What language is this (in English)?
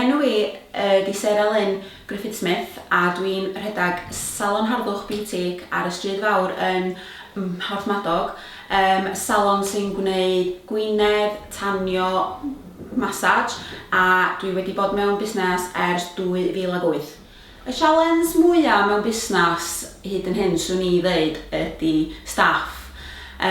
Welsh